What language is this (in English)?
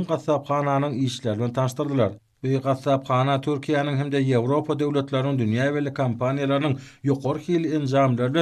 Turkmen